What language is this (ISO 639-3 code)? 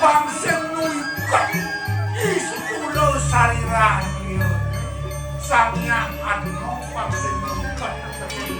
ban